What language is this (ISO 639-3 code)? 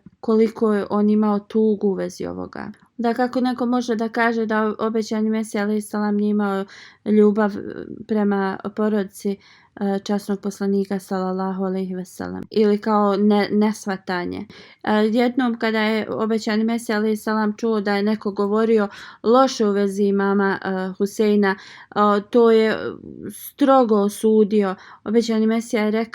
bos